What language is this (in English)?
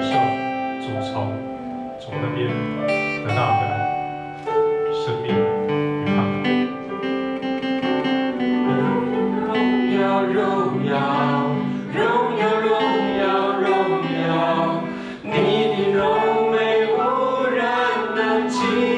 Chinese